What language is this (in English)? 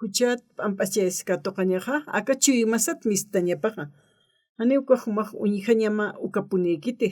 Aymara